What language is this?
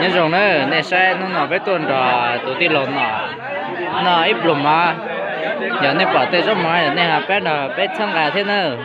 Hmong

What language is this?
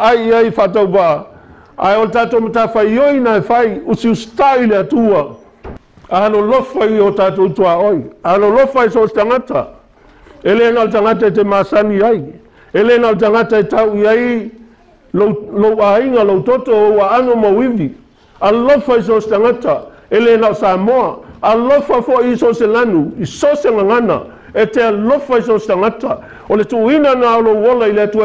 Samoan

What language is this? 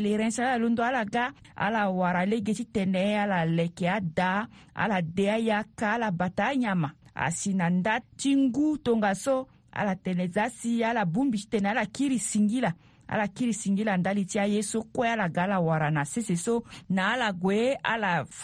Sango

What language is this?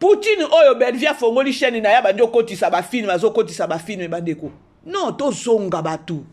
Lingala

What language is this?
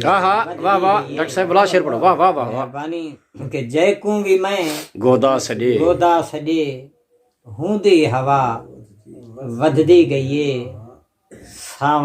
Saraiki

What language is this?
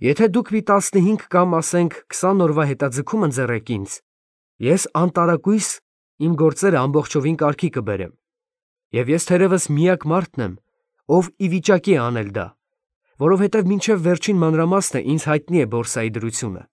Armenian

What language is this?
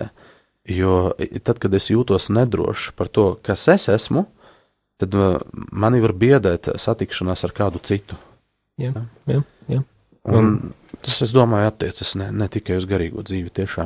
Latvian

